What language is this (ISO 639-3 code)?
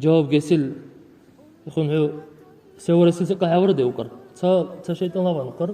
dar